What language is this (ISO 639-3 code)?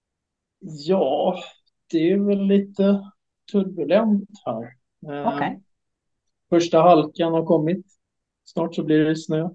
swe